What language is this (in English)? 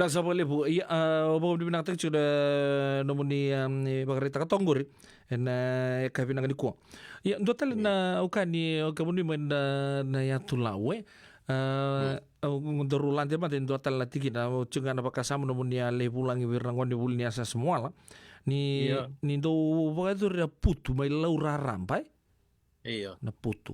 Fijian